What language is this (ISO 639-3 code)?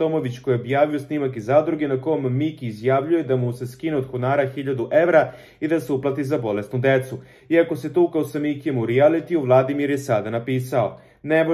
srp